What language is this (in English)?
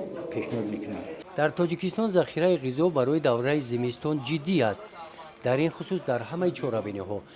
Tajik